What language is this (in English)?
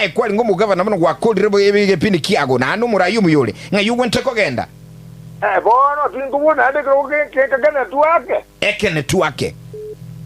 Gusii